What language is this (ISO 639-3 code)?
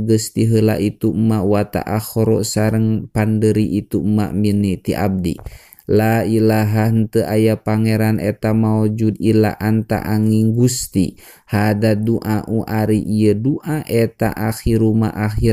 sun